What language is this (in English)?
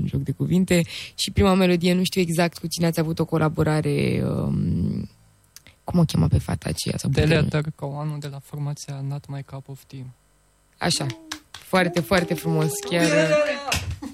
Romanian